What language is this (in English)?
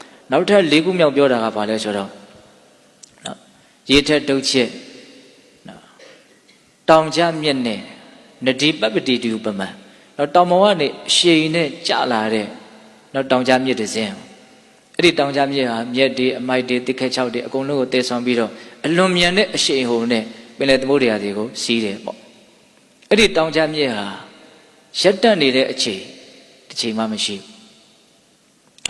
Burmese